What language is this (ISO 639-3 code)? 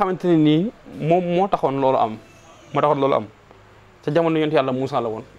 wol